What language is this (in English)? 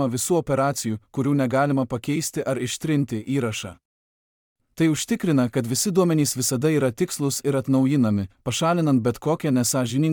Lithuanian